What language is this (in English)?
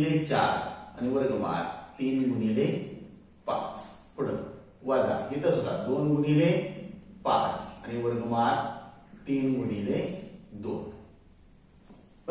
Marathi